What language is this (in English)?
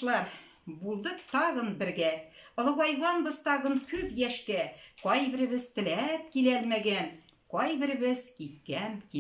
Tatar